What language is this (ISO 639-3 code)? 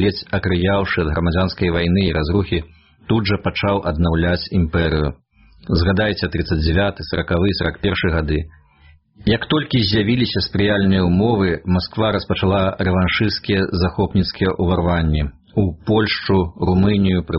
bel